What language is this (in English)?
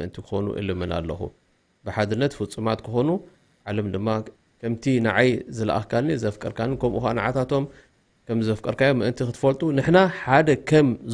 Tigrinya